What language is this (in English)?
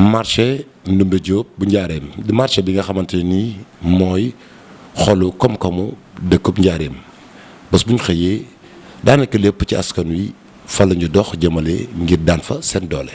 Wolof